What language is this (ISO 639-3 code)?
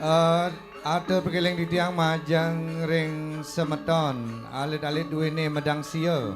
ban